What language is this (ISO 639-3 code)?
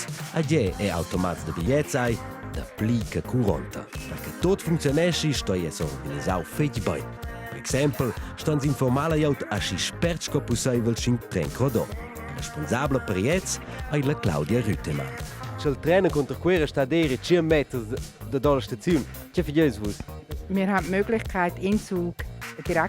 roh